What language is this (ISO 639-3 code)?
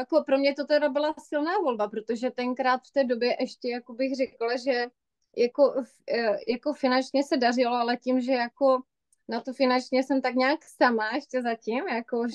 ces